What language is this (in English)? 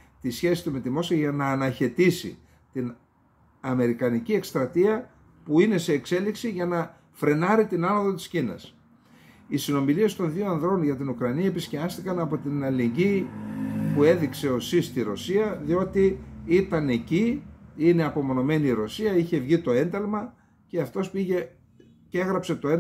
Greek